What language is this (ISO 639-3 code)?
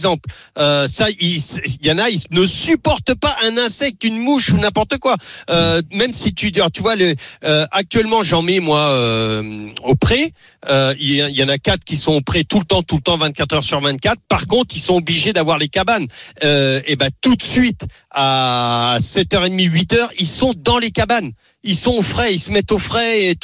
fra